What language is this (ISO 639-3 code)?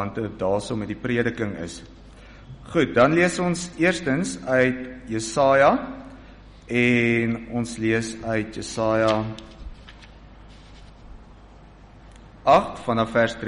afr